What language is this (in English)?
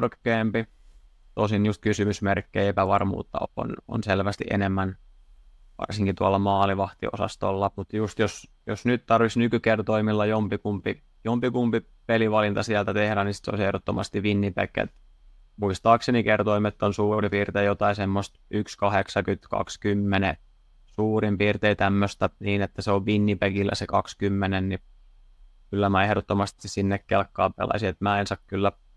Finnish